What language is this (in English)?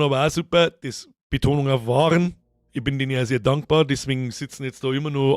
Bavarian